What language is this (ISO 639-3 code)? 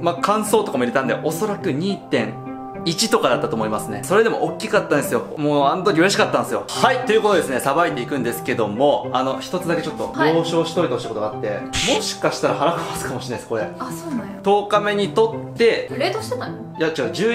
jpn